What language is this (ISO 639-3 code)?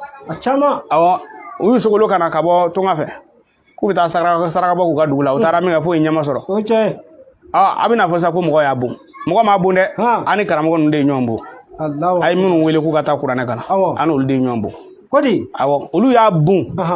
bam